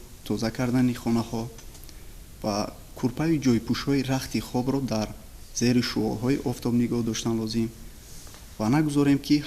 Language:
Tajik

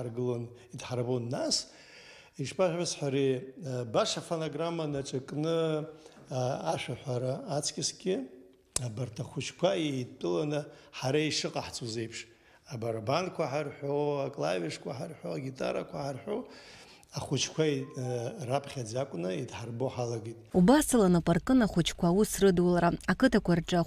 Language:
Abkhazian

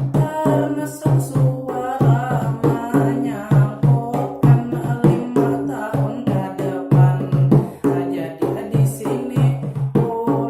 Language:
Banjar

